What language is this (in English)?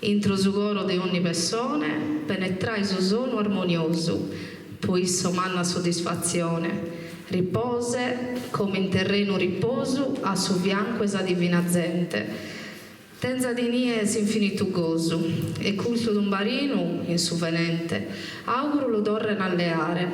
Sardinian